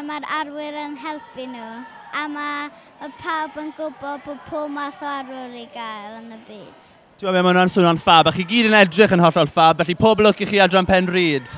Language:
Welsh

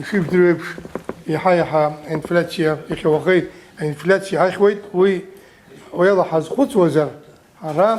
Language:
Abkhazian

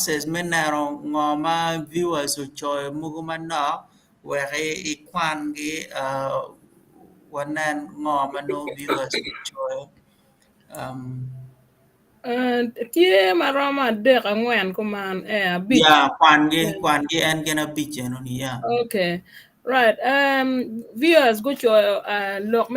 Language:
Acoli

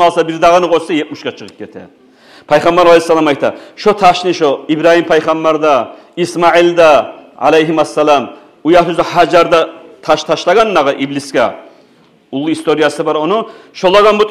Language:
Kumyk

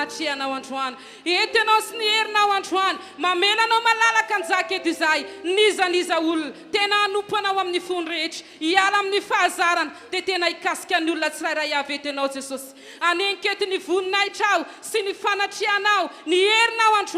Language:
Malagasy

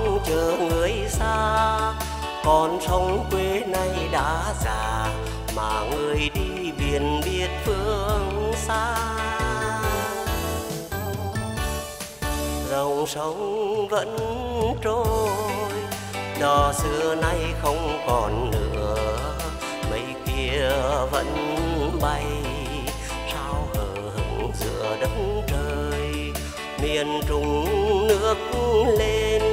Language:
Vietnamese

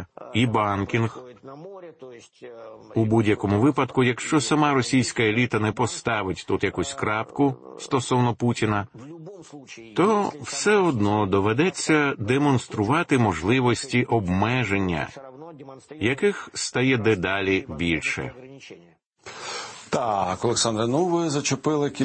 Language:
Ukrainian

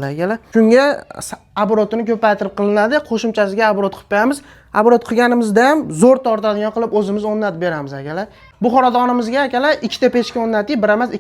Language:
Uzbek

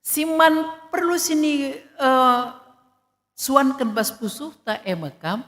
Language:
Batak Karo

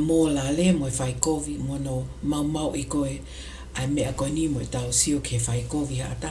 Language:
Tongan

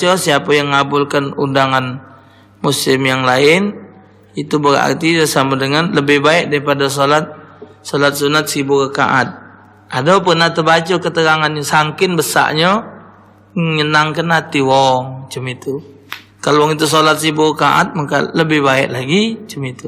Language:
Musi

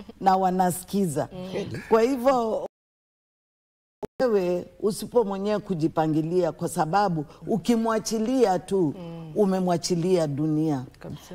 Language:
Swahili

